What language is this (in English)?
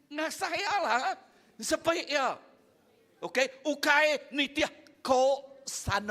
Iban